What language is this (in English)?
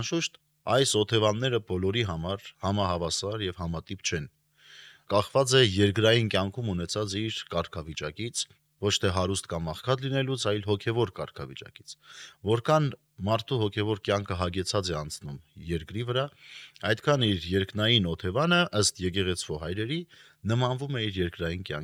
Armenian